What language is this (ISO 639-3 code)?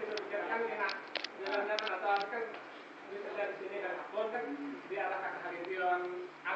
bjn